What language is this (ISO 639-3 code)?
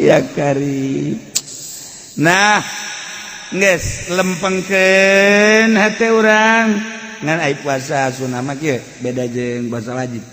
sun